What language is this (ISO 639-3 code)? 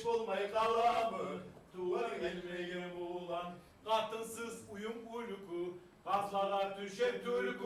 kum